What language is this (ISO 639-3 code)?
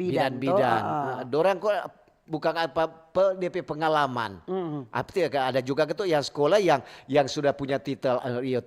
xmm